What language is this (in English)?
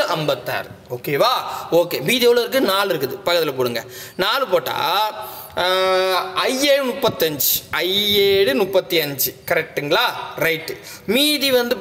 Tamil